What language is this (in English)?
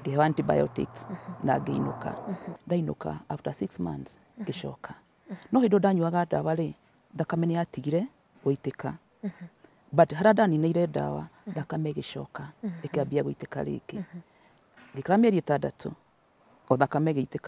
Kikuyu